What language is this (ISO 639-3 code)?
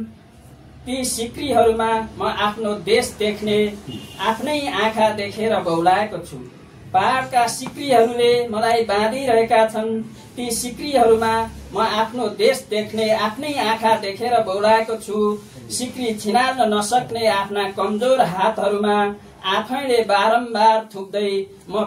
nep